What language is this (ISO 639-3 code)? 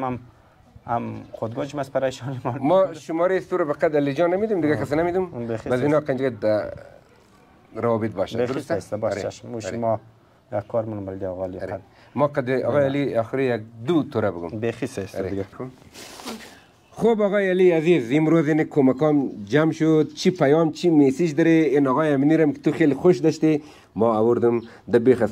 fas